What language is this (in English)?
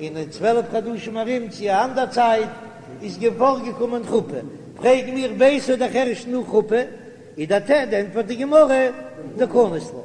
Yiddish